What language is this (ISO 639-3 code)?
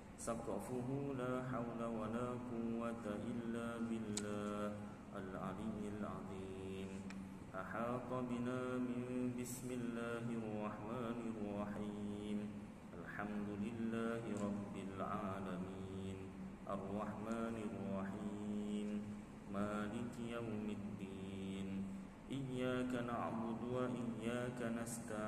msa